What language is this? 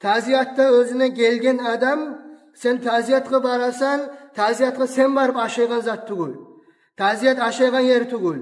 Kumyk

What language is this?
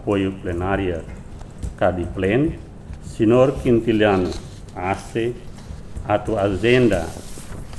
Tetum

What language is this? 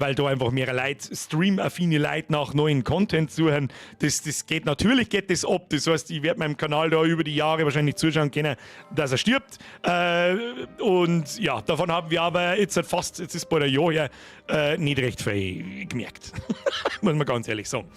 Bavarian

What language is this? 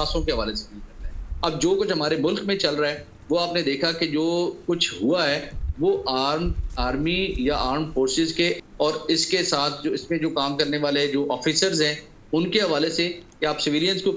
Urdu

